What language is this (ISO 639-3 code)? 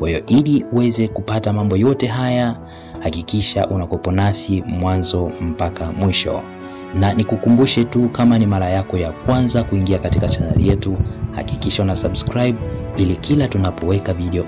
swa